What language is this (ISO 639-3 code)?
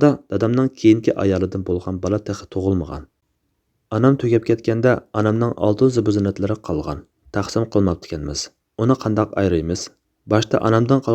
uig